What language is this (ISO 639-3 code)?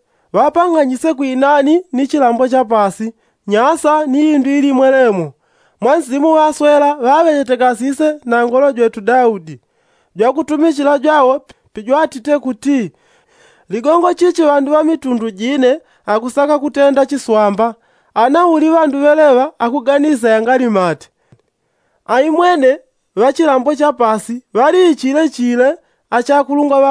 yao